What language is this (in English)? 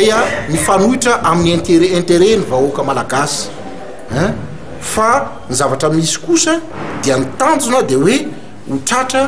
Malagasy